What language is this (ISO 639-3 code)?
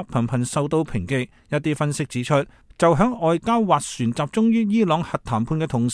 yue